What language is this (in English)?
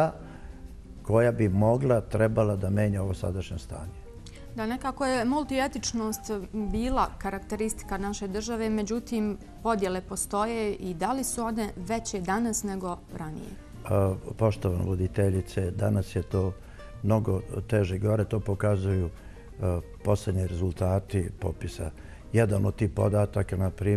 Bosnian